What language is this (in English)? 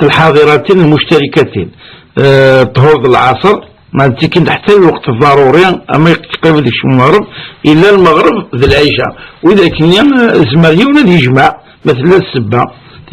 Kabyle